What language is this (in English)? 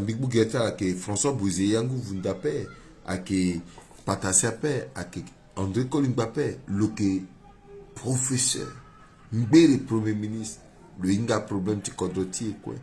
Sango